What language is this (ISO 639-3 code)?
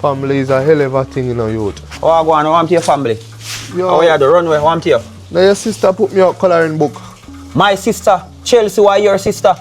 jam